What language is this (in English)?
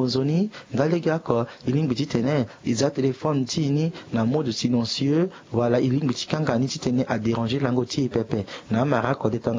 Sango